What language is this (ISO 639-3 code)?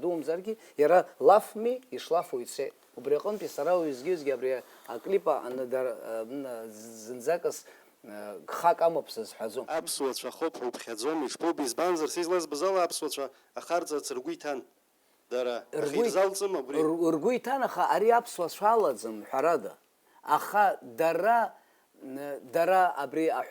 abk